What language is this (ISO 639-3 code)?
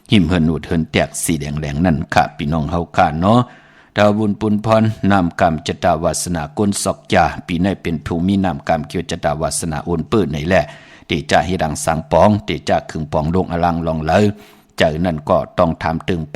shn